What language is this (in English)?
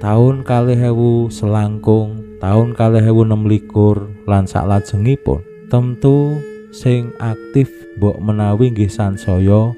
Javanese